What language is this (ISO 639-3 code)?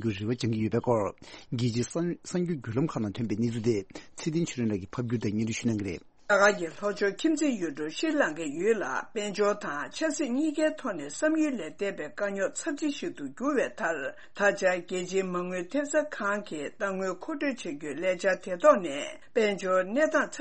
bod